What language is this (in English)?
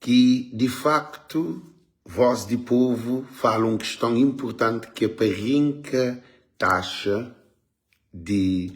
Kabuverdianu